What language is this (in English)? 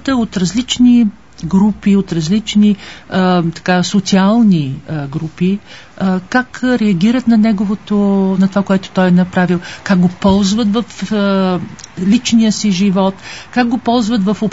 Bulgarian